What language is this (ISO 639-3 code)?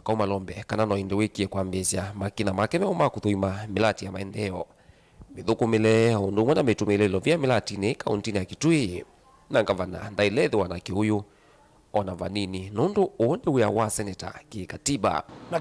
kam